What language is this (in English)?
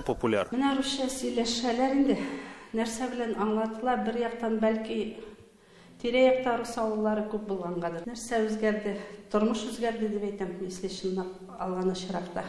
Tatar